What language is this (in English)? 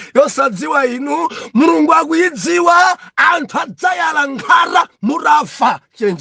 Nyanja